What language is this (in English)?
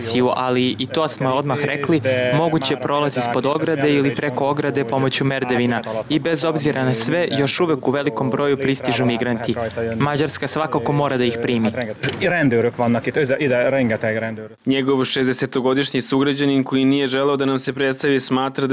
Serbian